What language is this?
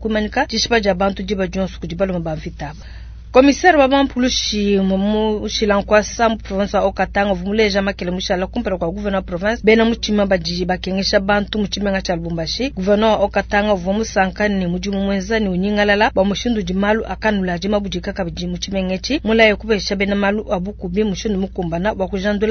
Luba-Lulua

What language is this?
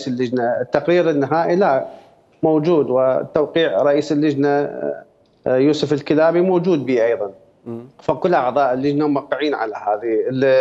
Mesopotamian Arabic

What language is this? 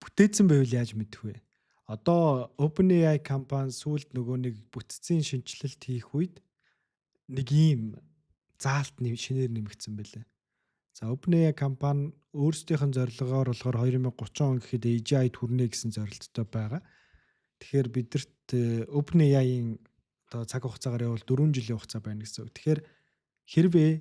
Mongolian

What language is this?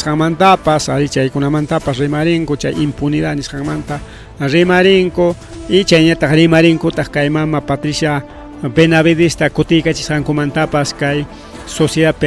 Ayacucho Quechua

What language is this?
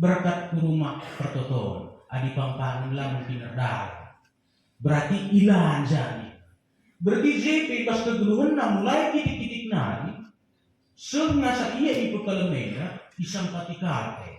Batak Karo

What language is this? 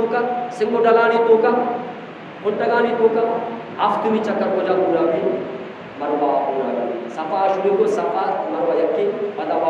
Eastern Balochi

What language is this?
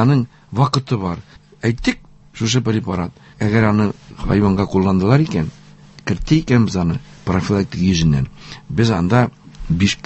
Tatar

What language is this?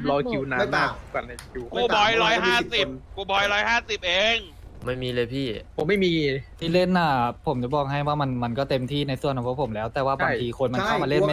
Thai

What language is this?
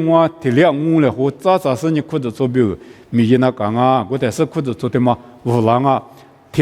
Lisu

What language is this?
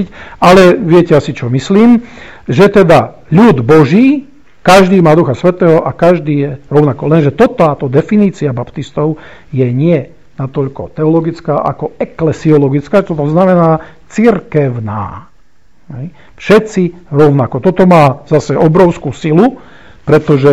Slovak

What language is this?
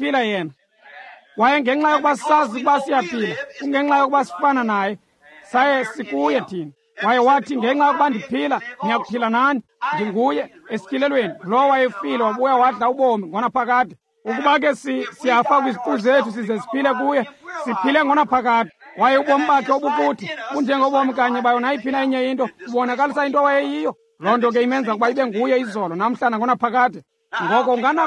Xhosa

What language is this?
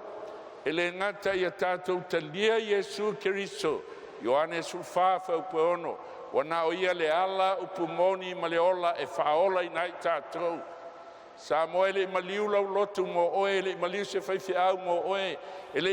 Samoan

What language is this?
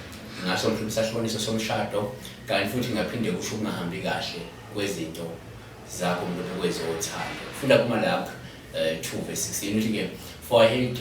Zulu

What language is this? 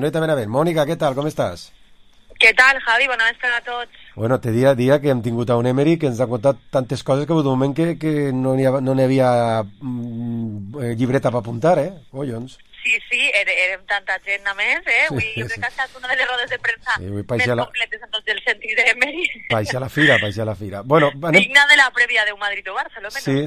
Catalan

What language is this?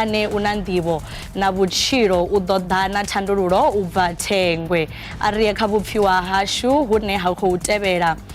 Venda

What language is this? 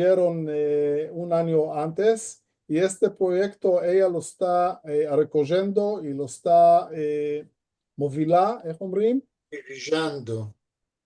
Ladino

